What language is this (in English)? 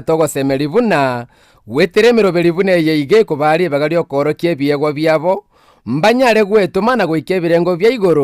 Gusii